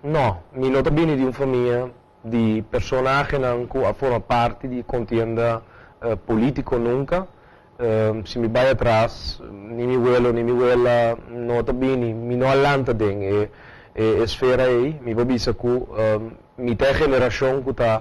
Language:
Papiamento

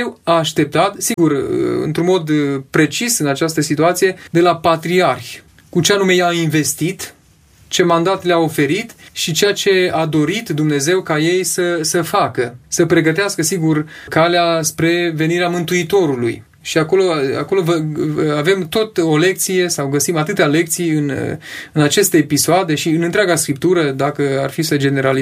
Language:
Romanian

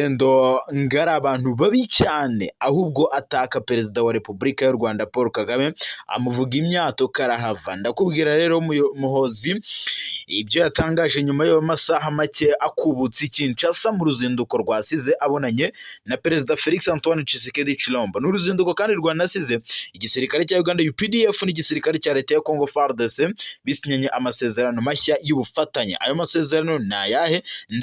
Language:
Kinyarwanda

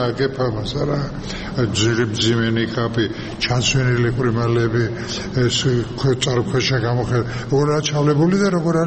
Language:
Georgian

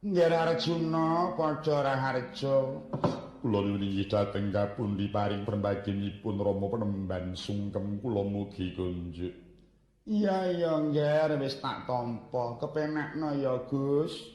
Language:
Javanese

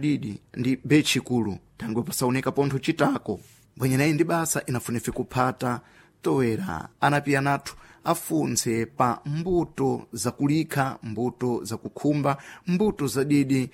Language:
Sena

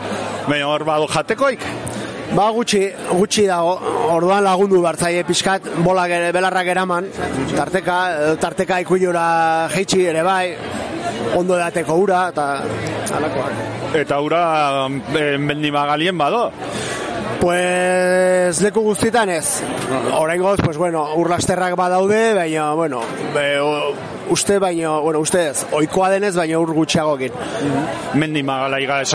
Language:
Basque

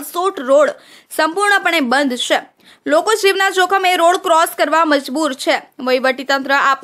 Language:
Gujarati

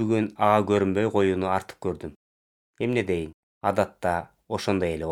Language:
Kyrgyz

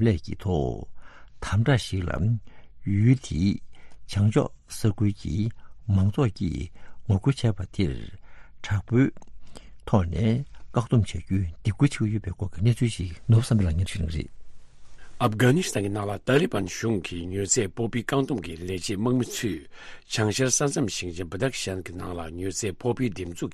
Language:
Tibetan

